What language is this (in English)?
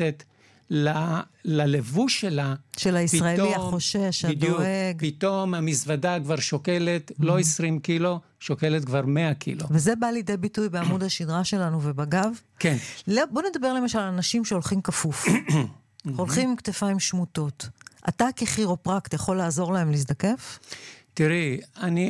Hebrew